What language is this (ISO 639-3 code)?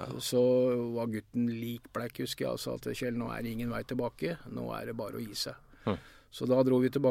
nor